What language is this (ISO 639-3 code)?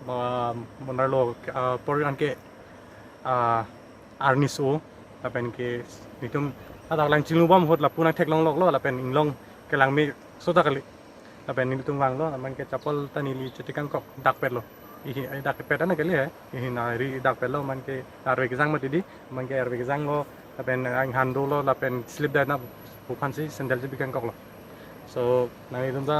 mjw